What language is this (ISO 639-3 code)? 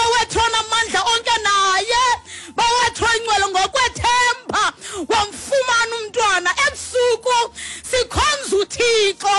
xho